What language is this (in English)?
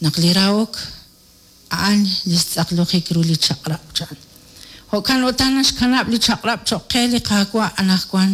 Kekchí